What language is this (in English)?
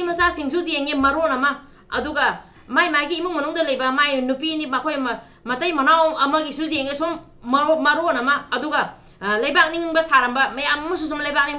Manipuri